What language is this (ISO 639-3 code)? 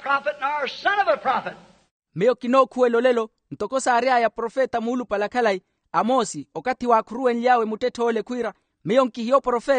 vmw